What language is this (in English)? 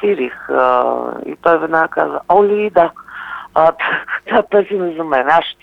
Bulgarian